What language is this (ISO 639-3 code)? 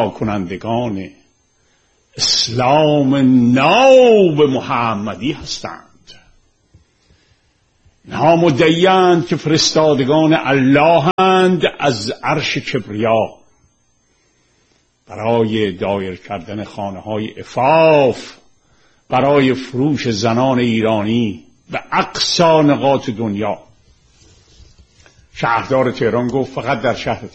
fas